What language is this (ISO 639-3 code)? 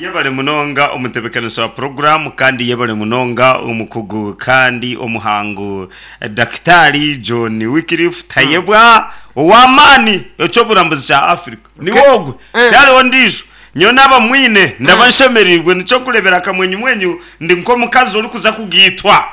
nyn